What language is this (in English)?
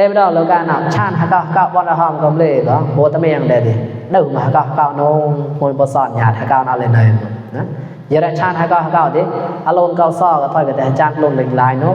Mon